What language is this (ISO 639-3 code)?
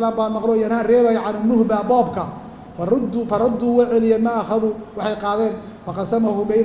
som